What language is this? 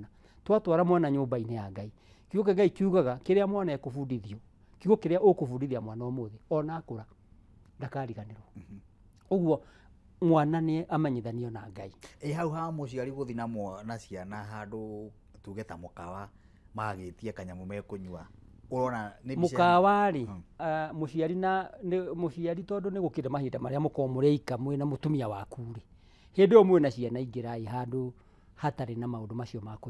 Kikuyu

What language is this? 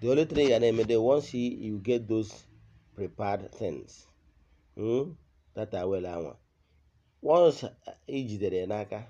Igbo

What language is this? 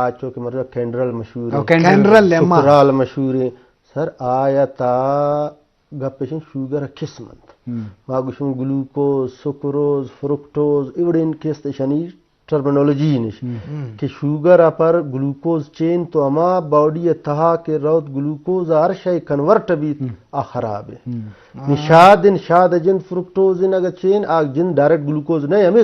Eastern Balochi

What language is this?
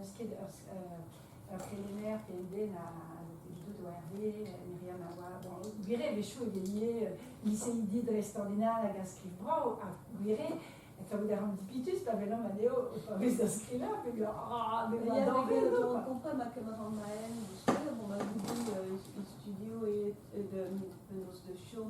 Breton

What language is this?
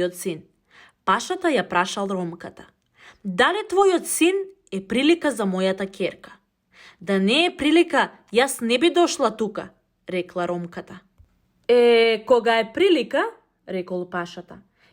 Macedonian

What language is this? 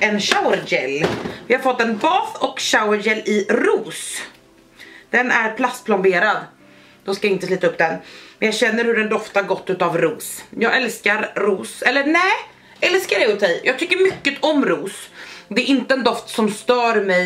Swedish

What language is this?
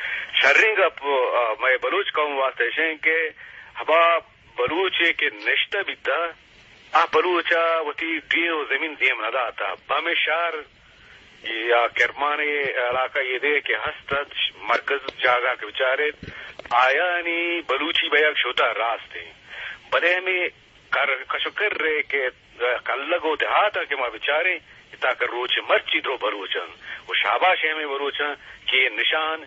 Eastern Balochi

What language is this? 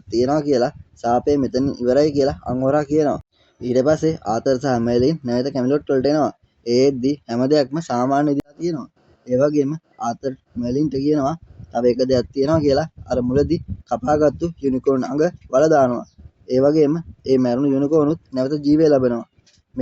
Sinhala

